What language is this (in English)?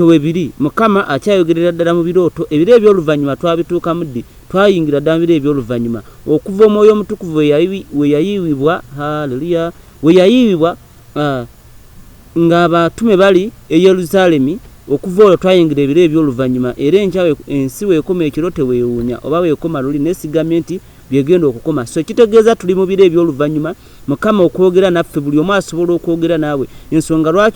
Ganda